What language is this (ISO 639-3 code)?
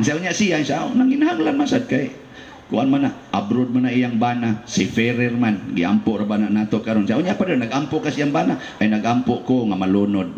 ceb